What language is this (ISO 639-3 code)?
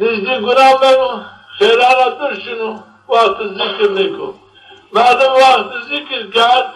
zza